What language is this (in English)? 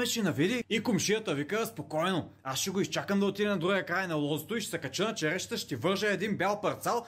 Bulgarian